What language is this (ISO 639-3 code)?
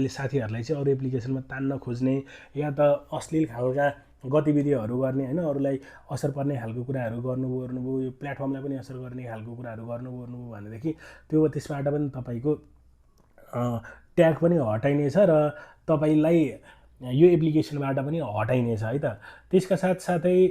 nep